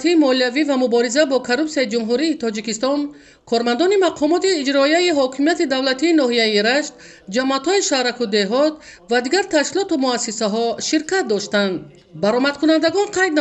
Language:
Tajik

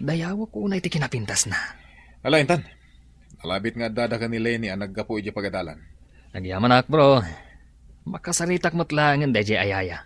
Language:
Iloko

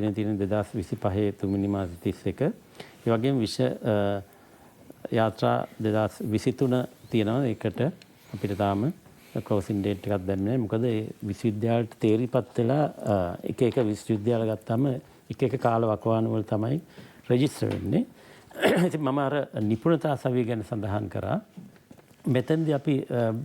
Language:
Sinhala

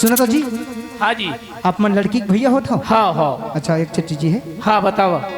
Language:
Chhattisgarhi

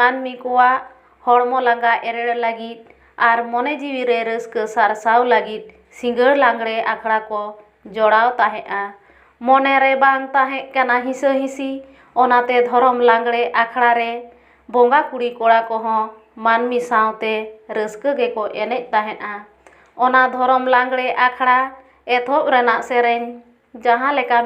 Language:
Santali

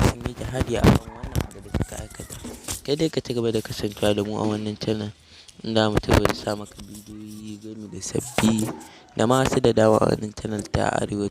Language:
Hausa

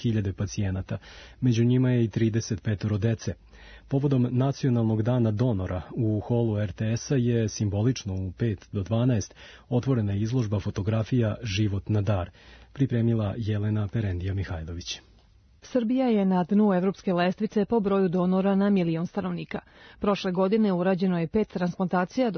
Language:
Serbian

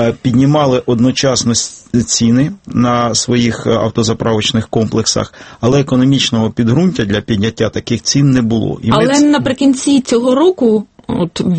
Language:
Ukrainian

